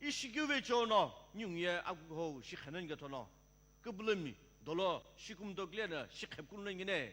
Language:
Sumi Naga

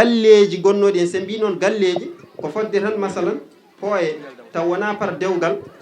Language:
Fula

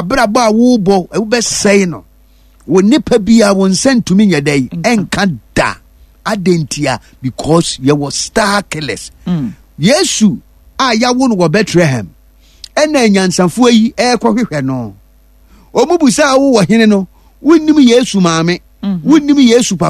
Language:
Akan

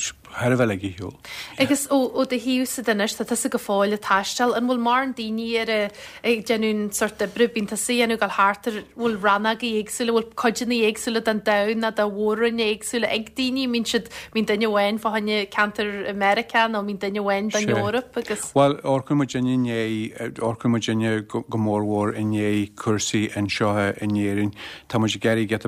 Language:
Irish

